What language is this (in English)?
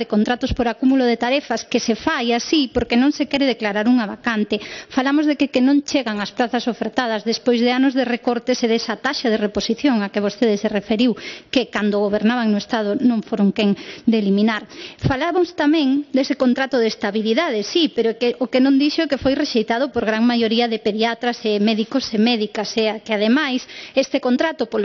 Galician